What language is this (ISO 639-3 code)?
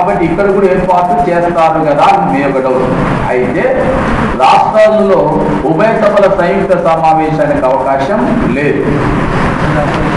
tel